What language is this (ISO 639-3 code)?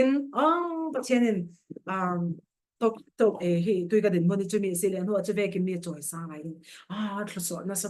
cfm